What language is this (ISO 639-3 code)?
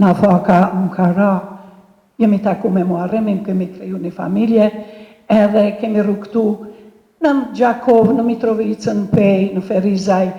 sqi